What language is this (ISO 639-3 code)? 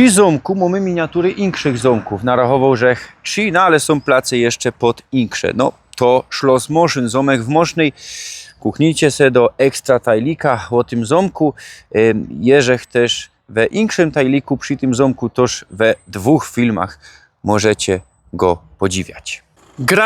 szl